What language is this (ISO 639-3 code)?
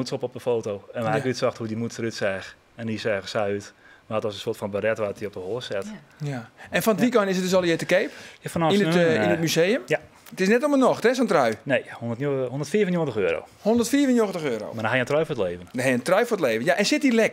fry